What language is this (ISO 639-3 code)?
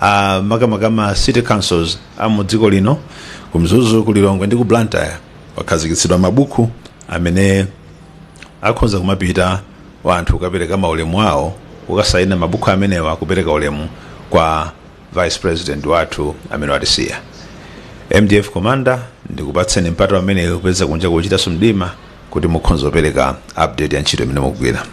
nya